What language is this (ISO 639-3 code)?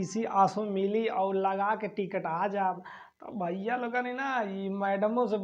bho